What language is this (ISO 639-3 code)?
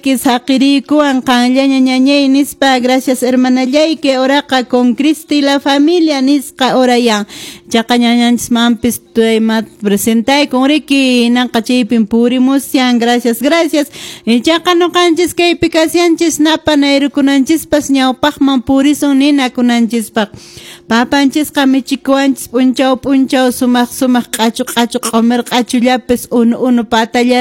que